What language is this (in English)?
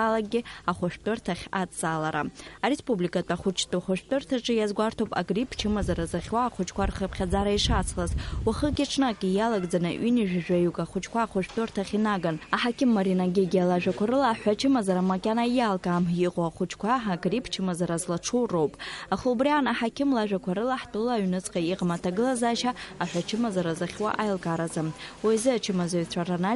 Abkhazian